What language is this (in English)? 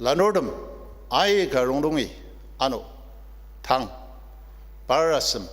Ao Naga